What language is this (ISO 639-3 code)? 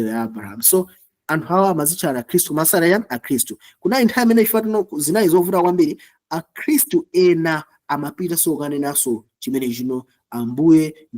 nya